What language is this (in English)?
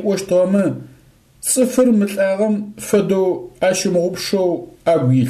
Adyghe